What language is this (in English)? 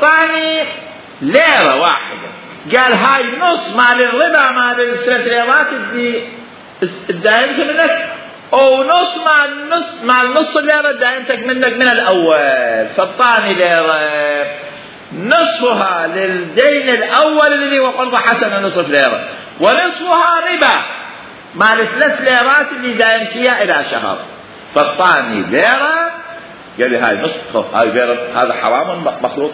Mesopotamian Arabic